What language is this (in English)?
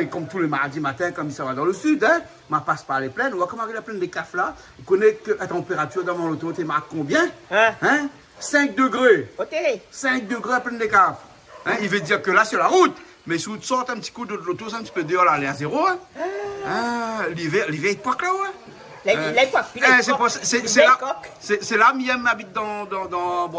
Réunion Creole French